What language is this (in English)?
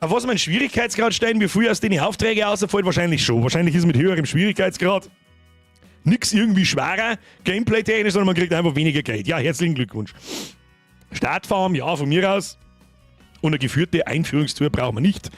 Bavarian